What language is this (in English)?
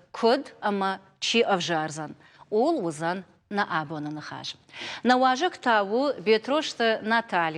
Ossetic